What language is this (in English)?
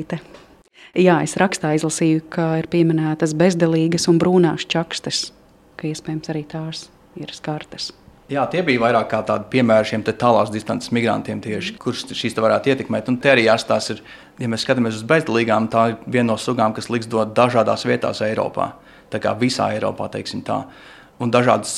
Latvian